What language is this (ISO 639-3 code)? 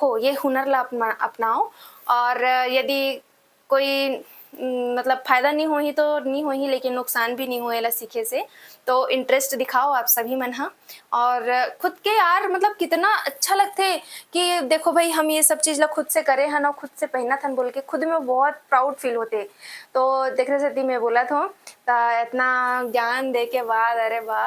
hne